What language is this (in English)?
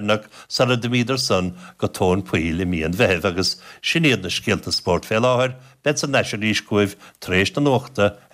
Irish